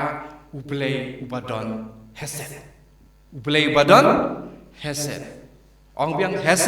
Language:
Khasi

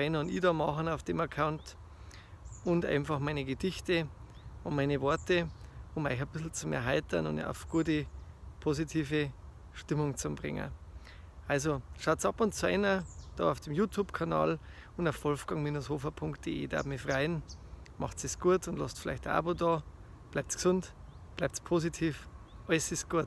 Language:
Bavarian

